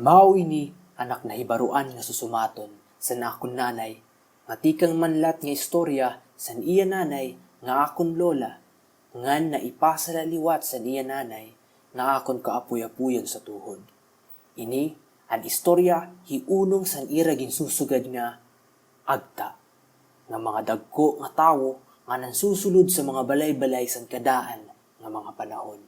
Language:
Waray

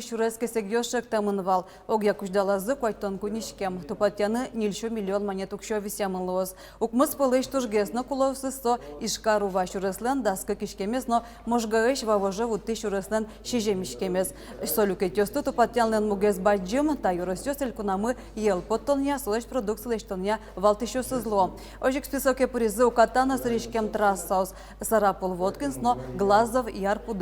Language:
Udmurt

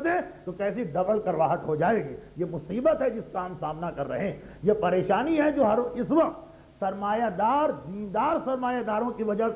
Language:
Urdu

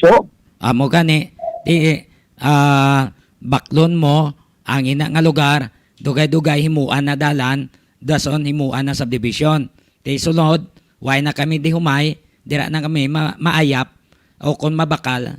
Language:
Hiligaynon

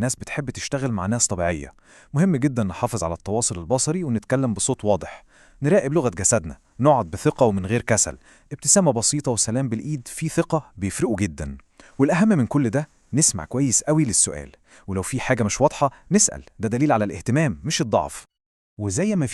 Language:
Egyptian Arabic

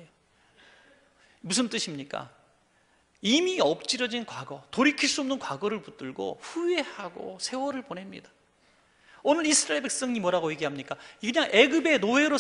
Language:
Korean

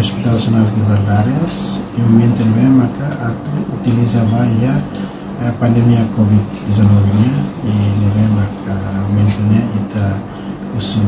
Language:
Tetum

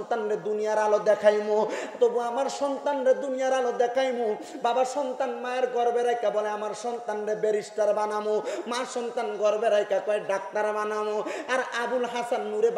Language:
Bangla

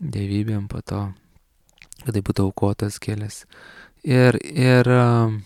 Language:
Lithuanian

